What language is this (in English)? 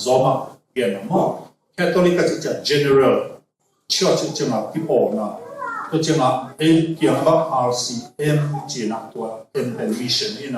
Tedim Chin